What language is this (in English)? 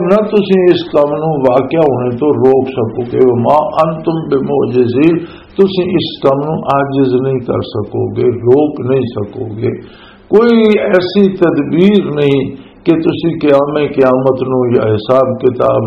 Western Panjabi